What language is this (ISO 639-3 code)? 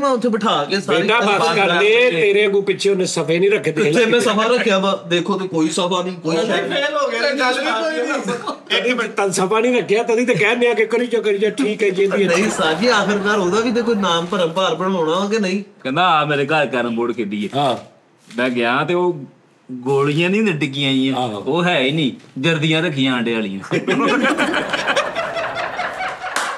pan